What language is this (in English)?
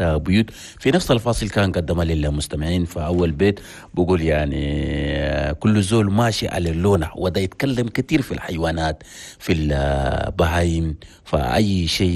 Chadian Arabic